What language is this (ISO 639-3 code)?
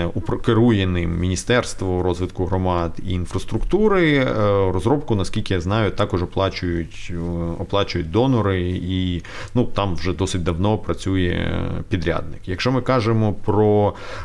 ukr